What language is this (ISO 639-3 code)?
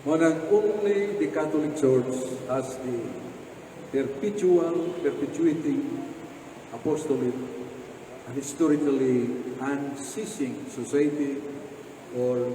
ceb